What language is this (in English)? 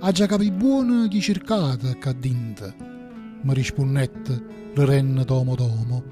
Neapolitan